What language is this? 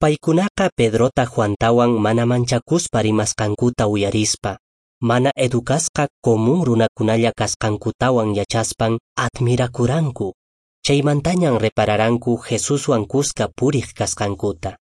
Quechua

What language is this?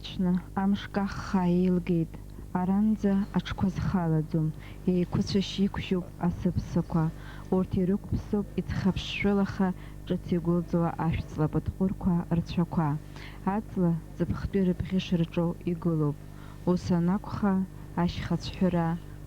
Abkhazian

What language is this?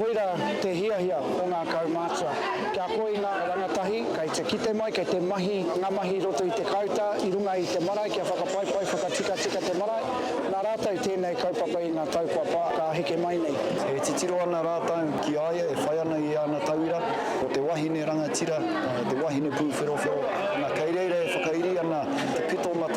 Māori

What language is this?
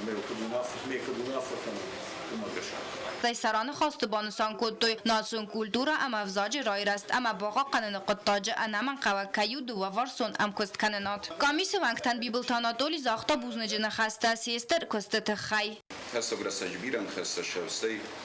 Ossetic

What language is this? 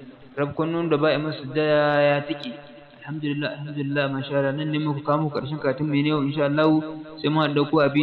Hausa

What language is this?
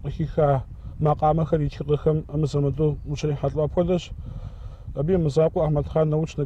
Kabardian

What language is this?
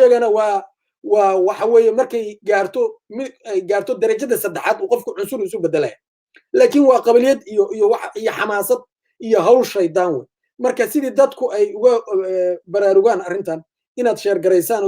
Somali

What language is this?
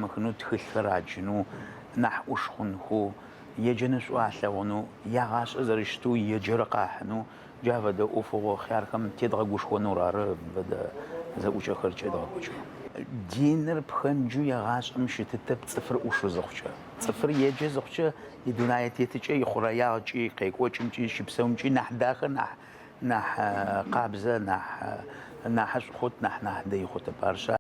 Adyghe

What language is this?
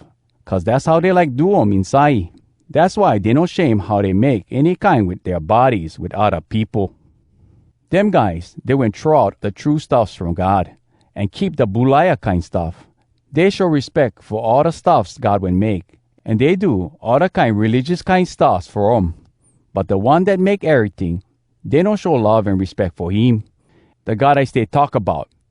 Hawai'i Creole English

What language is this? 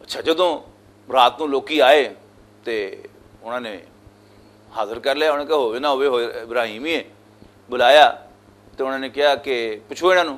Western Panjabi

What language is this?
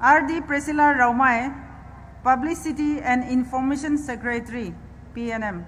Poumei Naga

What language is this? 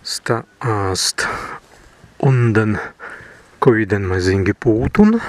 Prussian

